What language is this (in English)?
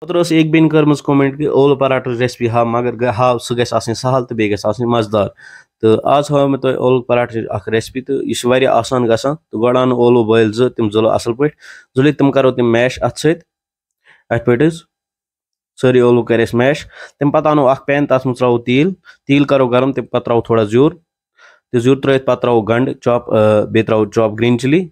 Kashmiri